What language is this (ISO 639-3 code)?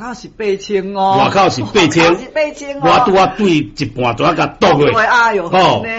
nan